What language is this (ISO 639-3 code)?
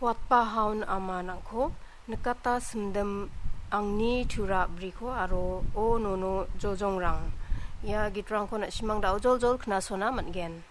grt